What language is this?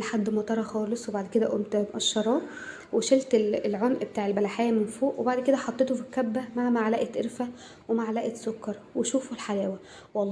Egyptian Arabic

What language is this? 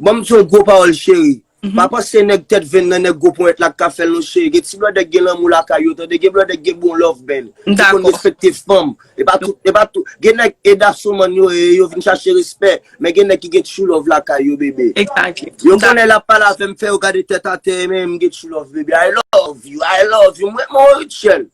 Haitian Creole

